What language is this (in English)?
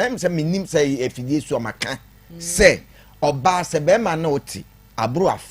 Akan